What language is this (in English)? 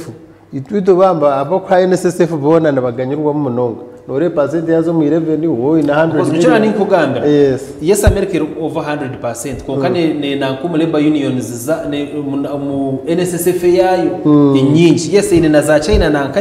Nyankole